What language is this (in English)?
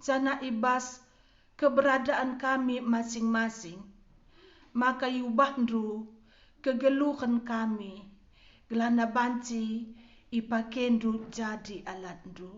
Batak Karo